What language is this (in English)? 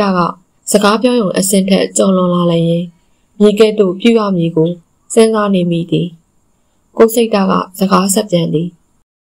Burmese